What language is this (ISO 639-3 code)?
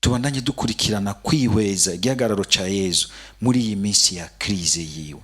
run